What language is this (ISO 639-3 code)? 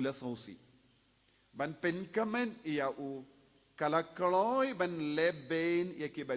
kha